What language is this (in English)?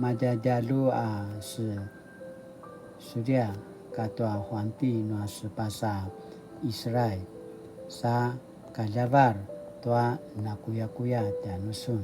Paiwan